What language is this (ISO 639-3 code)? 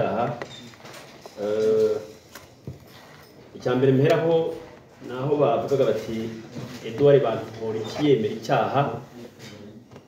kin